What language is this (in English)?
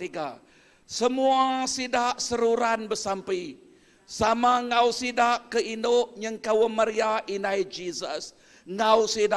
Iban